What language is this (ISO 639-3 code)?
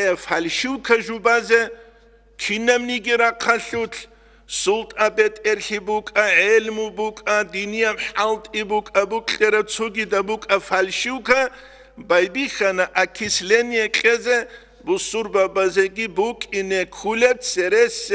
ava